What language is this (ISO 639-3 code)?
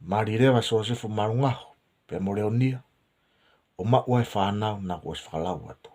ton